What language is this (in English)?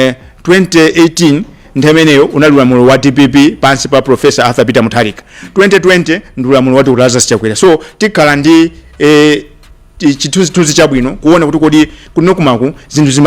Nyanja